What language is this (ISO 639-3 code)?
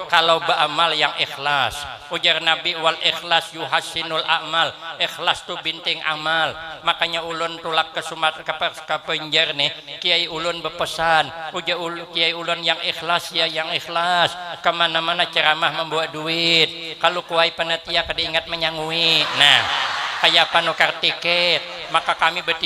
bjn